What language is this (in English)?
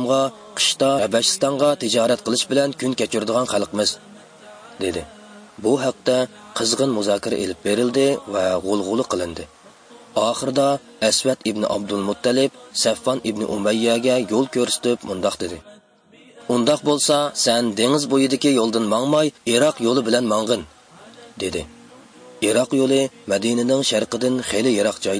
Uyghur